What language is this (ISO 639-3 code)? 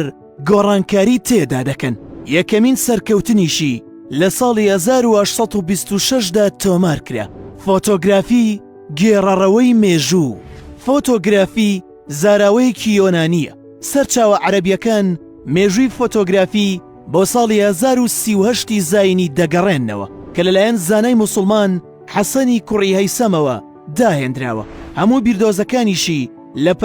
ckb